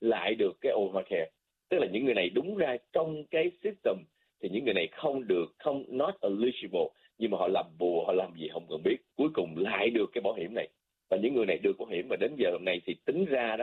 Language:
Vietnamese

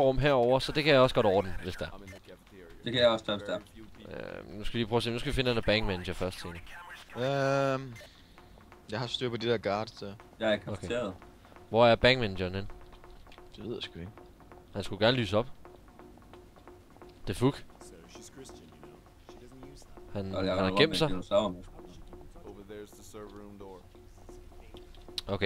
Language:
Danish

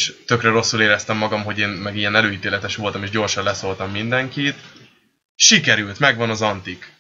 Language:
Hungarian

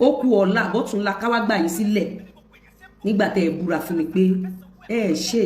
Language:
Yoruba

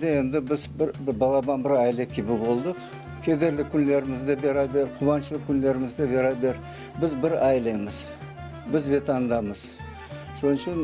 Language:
Crimean Tatar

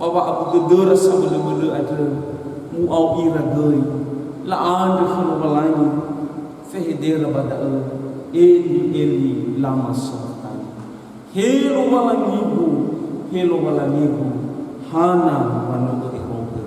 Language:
Nias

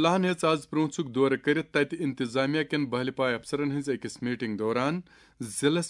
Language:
Kashmiri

